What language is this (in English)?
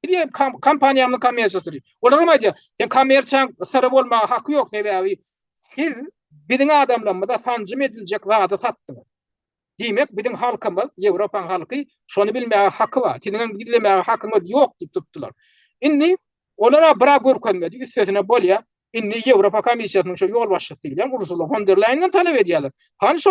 Turkmen